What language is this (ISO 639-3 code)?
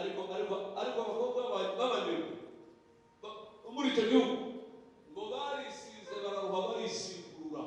kin